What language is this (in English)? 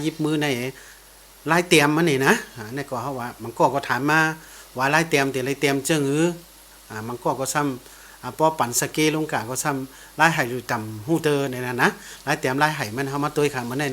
Shan